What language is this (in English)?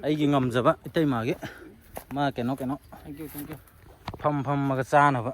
Manipuri